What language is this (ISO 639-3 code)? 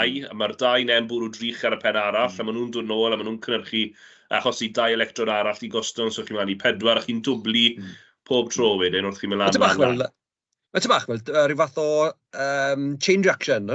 cym